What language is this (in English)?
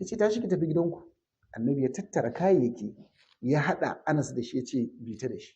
Hausa